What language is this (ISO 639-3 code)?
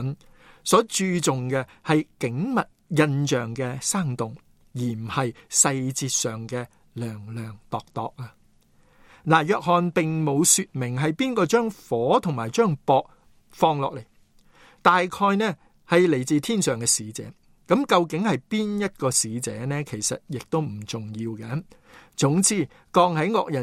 yue